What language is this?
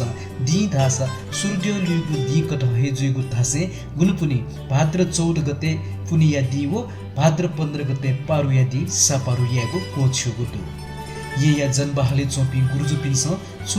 Newari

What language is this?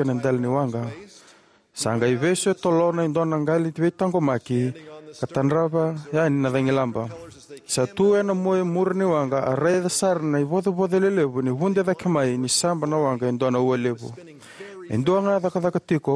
Fijian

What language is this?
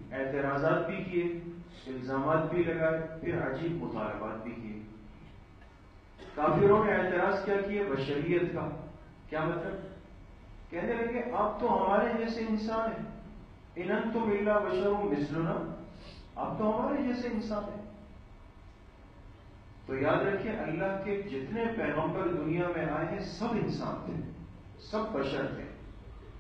Urdu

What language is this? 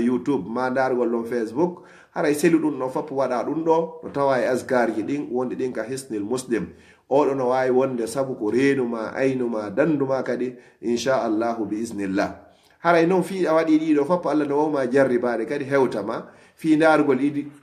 Fula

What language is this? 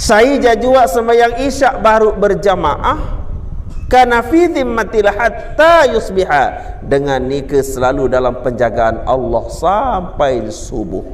Sasak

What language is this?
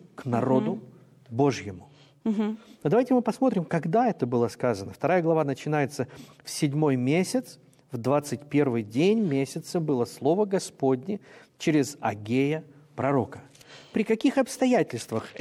Russian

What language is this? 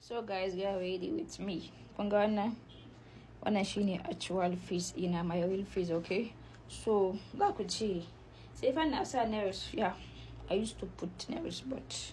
Hausa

